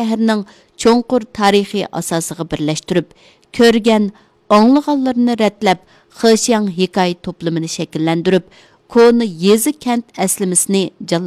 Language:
Uyghur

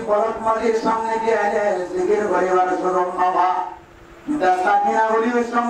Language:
Rohingya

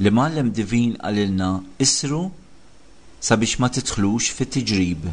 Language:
Maltese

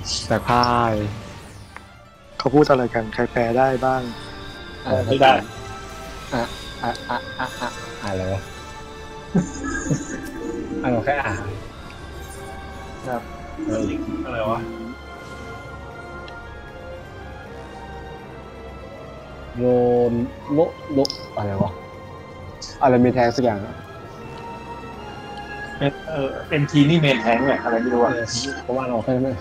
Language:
Thai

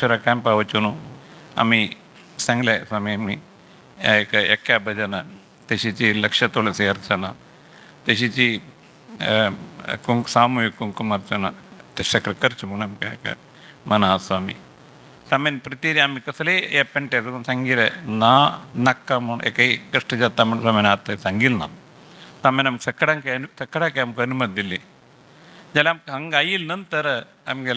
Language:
Konkani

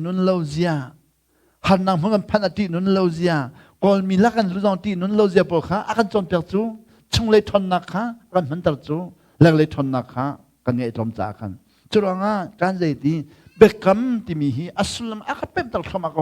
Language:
Hakha Chin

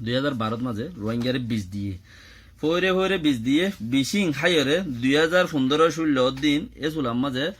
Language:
Rohingya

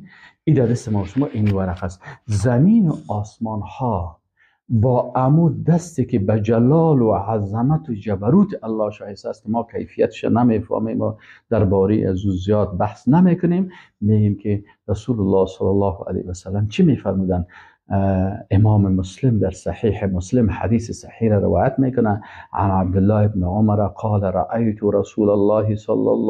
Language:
Persian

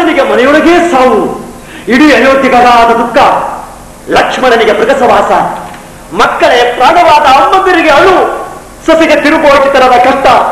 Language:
Kannada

